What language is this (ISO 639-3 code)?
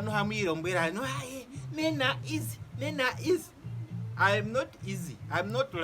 ndo